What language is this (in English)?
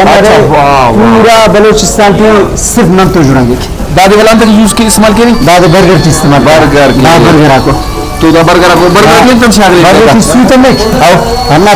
Brahui